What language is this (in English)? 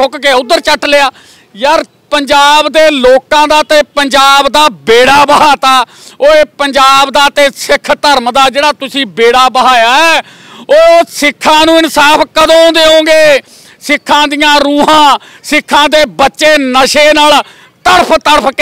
Punjabi